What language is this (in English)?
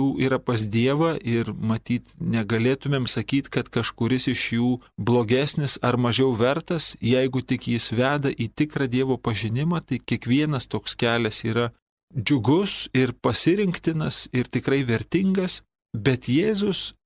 Lithuanian